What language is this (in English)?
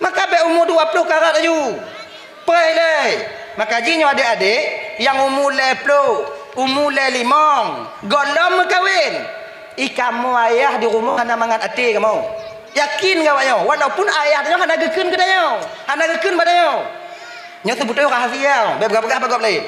Achinese